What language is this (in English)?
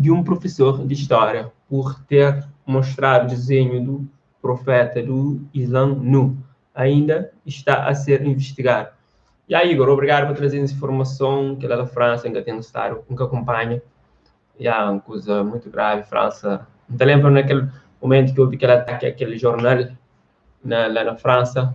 Kabuverdianu